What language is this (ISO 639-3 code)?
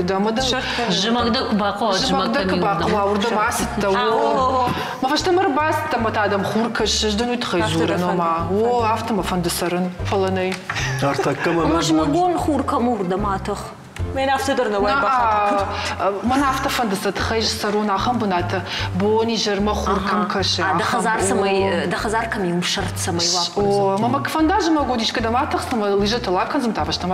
oss